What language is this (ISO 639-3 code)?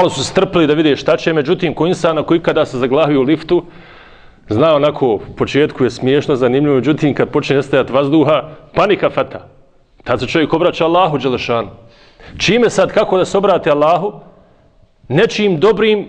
bos